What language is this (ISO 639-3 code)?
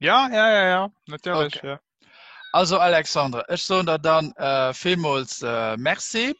ltz